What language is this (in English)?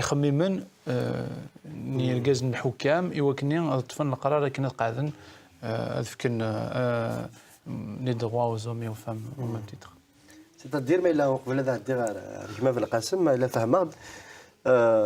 Kabyle